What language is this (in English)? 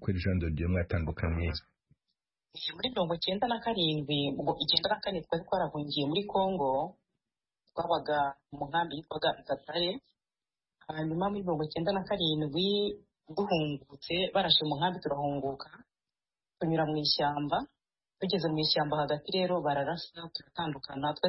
Kinyarwanda